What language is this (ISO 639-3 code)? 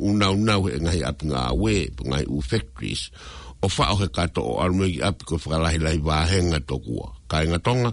ton